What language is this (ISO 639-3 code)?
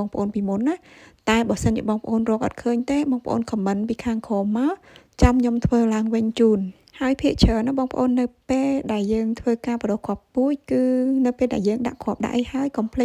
khm